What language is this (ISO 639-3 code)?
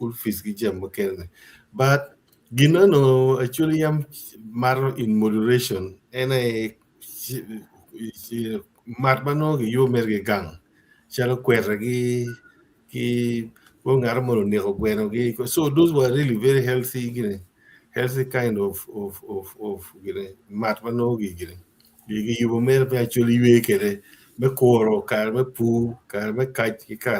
ach